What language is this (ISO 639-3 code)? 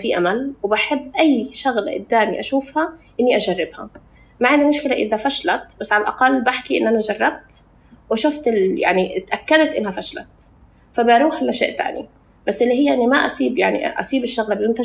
apc